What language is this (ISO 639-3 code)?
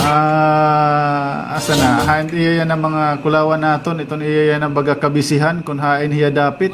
war